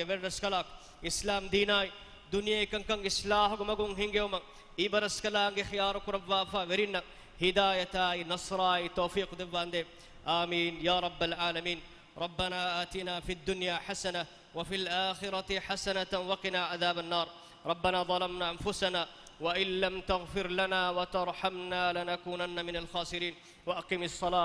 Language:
Divehi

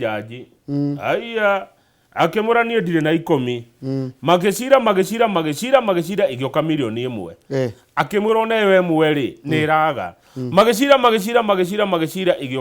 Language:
Kikuyu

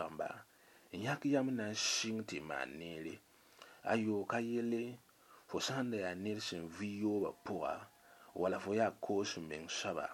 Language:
Mossi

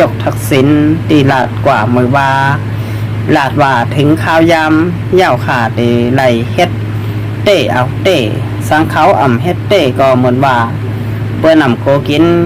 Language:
Shan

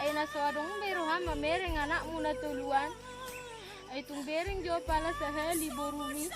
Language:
Batak Toba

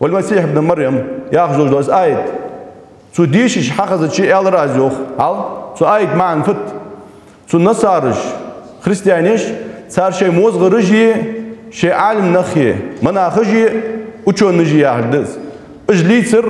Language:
Ingush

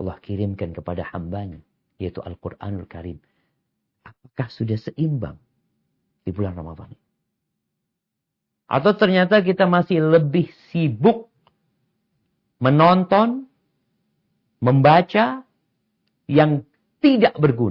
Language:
Indonesian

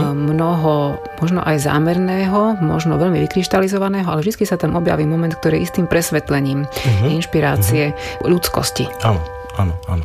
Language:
Slovak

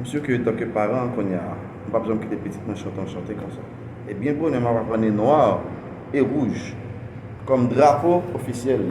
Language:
Haitian Creole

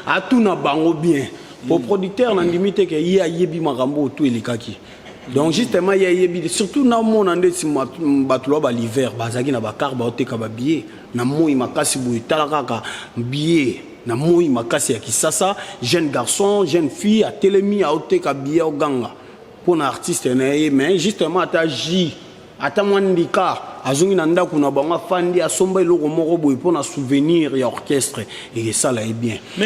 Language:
Lingala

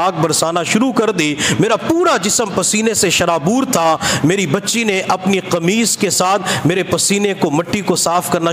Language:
Urdu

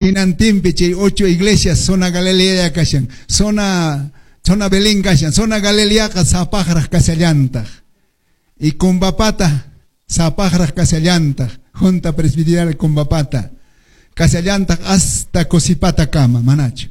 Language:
Quechua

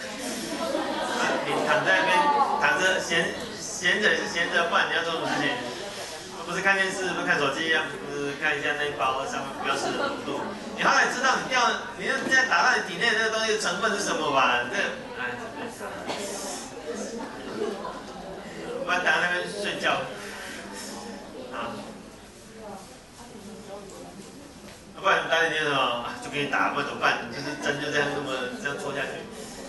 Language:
Chinese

